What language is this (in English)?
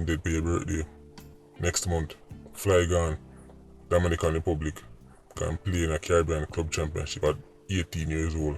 Jamaican Creole English